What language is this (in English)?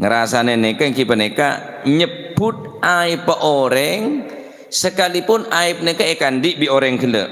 Madurese